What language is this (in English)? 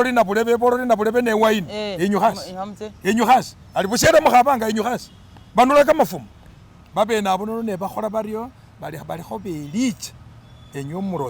Masaaba